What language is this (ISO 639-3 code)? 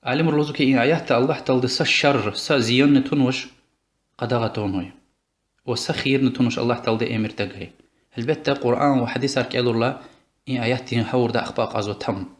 lez